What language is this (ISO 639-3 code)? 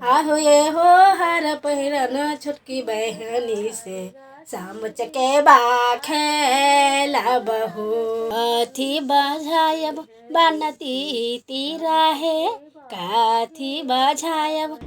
mai